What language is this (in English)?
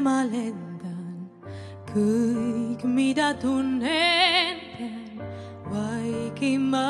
Estonian